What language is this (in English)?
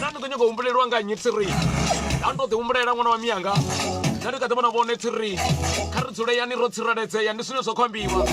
Venda